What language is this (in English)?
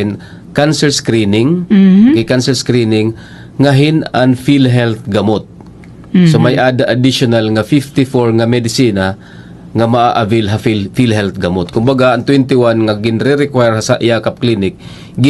Waray